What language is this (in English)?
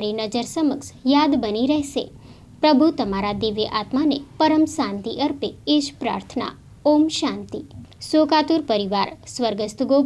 Gujarati